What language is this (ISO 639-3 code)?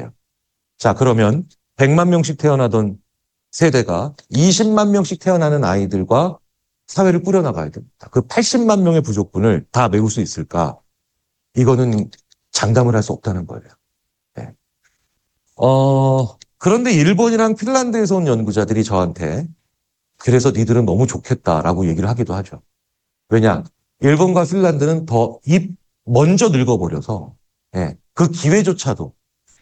kor